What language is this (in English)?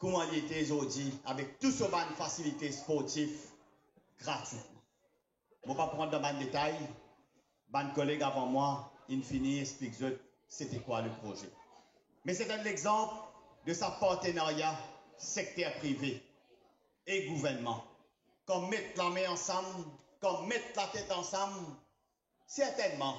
Morisyen